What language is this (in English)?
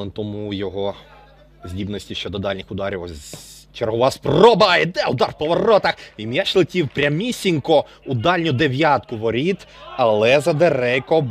Ukrainian